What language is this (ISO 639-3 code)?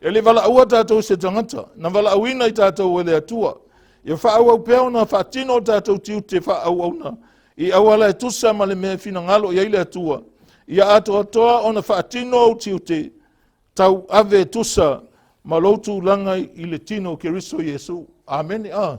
smo